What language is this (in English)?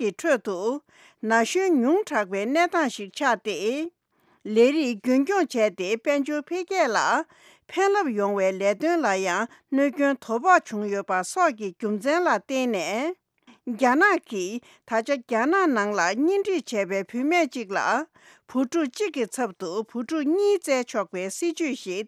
Tibetan